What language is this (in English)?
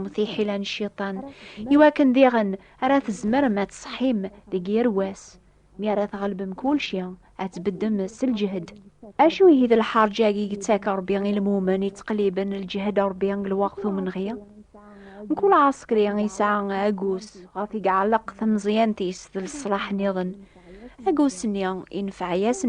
Kabyle